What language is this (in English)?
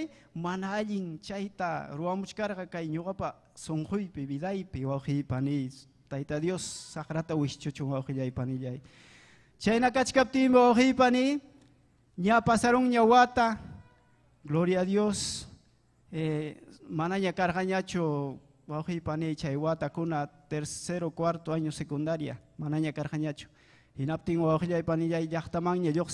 Ayacucho Quechua